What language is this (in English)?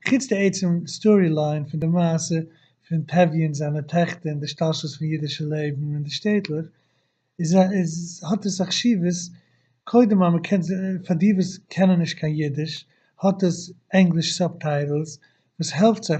Yiddish